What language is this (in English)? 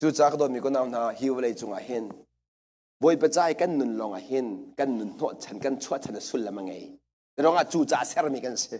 Hakha Chin